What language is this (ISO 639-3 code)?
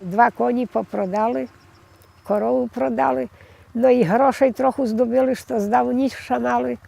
rue